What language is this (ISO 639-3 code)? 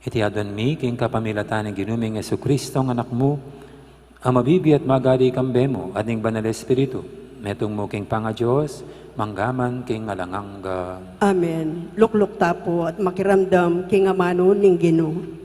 pam